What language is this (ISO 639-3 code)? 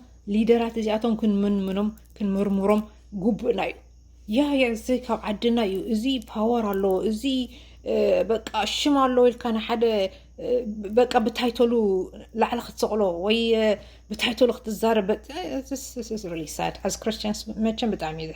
tir